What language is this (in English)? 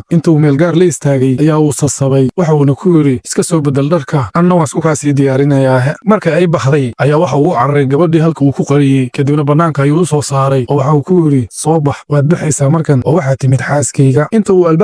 Somali